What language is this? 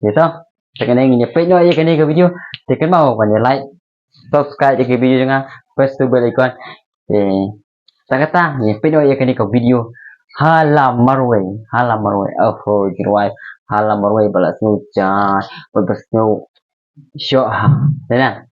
Khasi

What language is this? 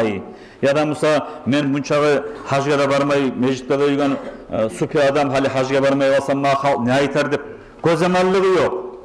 Kumyk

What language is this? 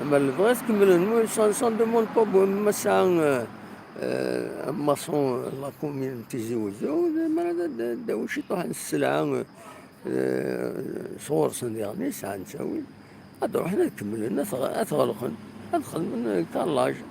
Kabyle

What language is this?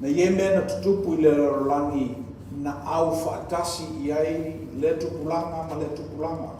Samoan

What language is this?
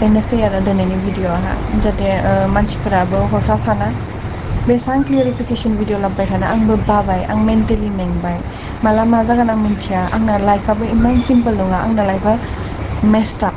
Bodo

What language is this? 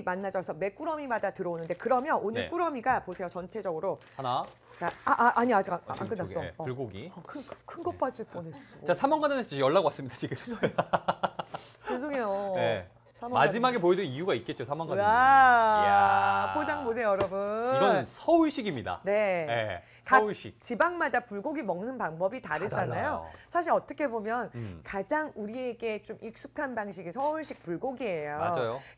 Korean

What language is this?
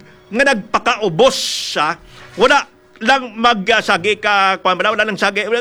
Hiligaynon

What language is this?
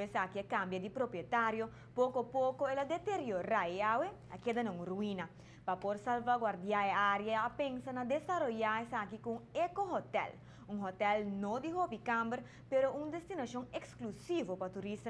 Papiamento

